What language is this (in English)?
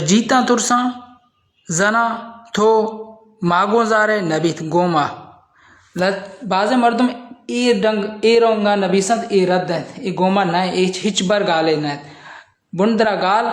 Baluchi